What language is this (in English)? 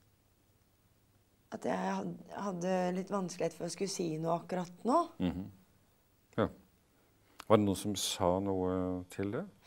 Norwegian